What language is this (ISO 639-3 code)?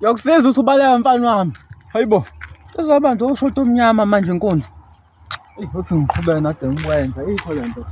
zul